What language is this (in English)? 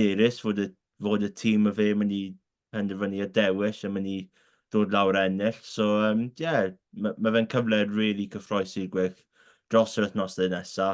Welsh